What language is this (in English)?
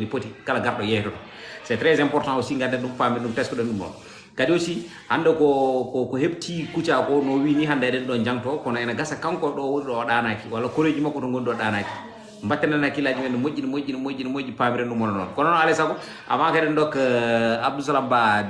Fula